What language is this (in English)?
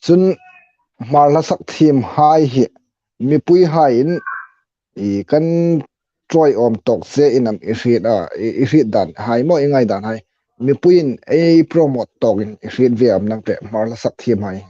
Hmar